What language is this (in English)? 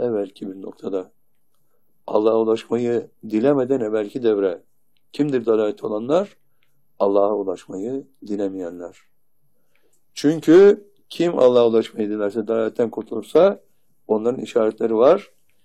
Turkish